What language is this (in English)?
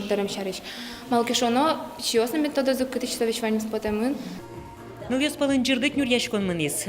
Udmurt